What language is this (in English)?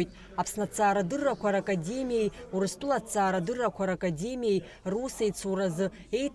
Abkhazian